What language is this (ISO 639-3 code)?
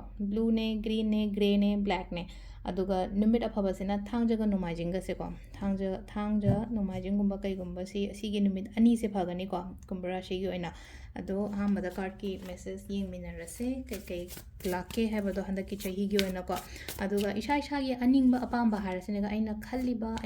mni